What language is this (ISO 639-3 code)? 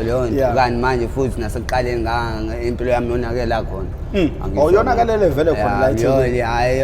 zul